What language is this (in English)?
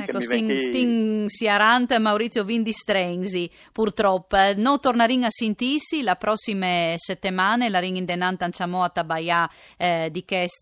Friulian